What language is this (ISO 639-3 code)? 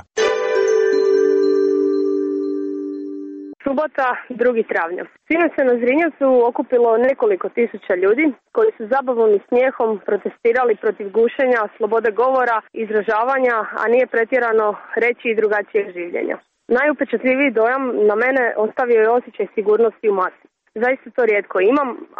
hrv